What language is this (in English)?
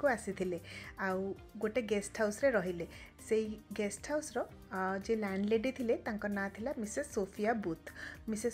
Odia